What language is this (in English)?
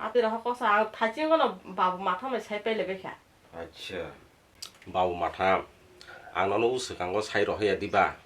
Kok Borok